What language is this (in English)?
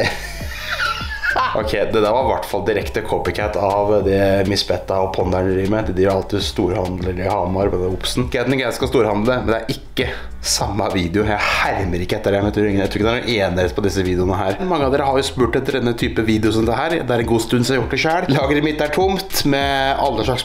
Norwegian